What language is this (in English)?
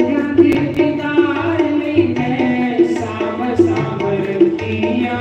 Dogri